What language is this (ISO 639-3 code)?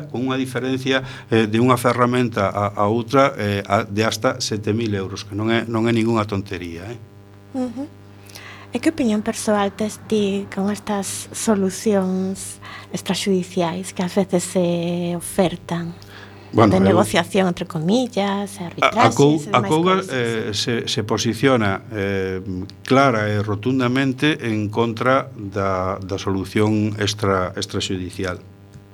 glg